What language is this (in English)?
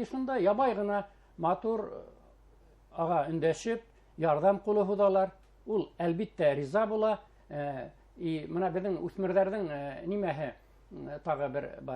Bashkir